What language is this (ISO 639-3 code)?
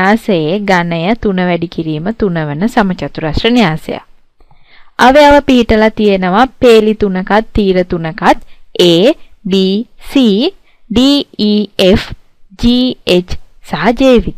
sin